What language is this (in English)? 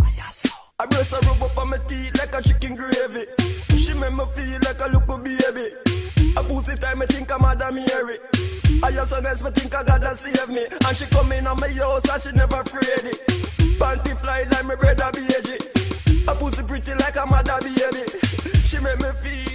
Jamaican Creole English